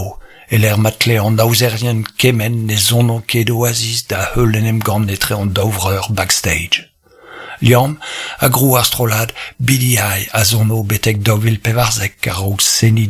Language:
Breton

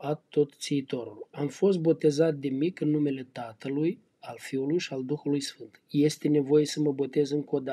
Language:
Romanian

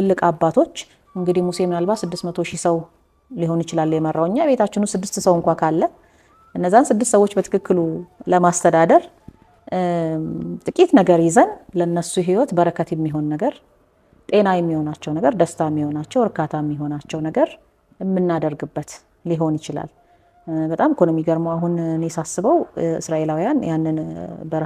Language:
Amharic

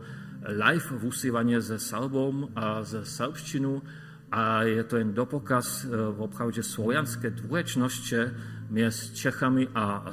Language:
Upper Sorbian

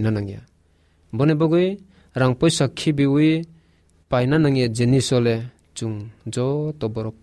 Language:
Kok Borok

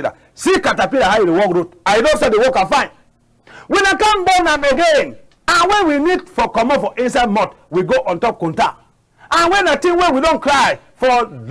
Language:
Cameroon Pidgin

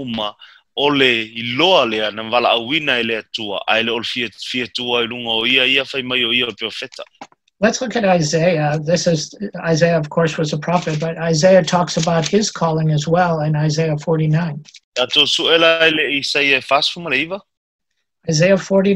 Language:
Samoan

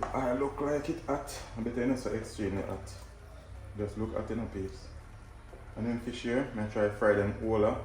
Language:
Jamaican Creole English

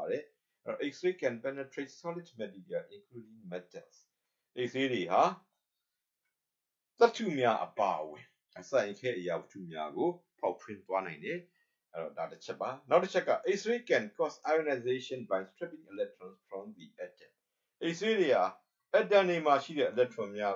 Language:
Burmese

